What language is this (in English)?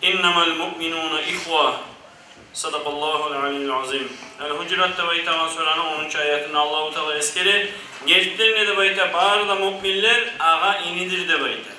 Kumyk